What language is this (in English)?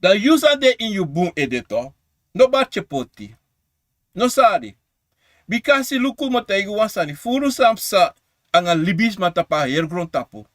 Sranan Tongo